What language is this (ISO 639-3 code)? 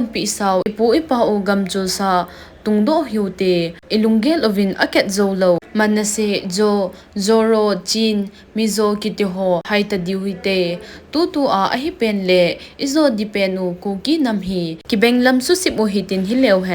tcz